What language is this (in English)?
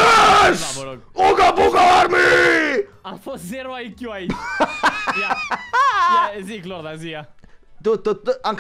Romanian